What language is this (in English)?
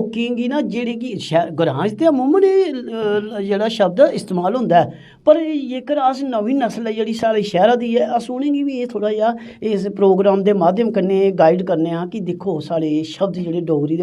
Dogri